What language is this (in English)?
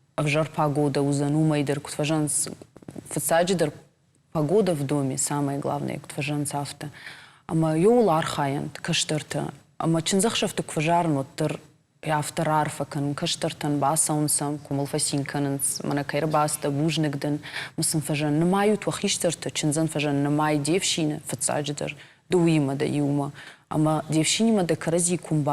Ossetic